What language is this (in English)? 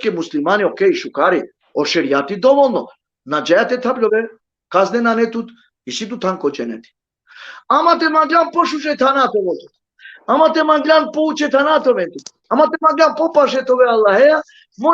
Balkan Romani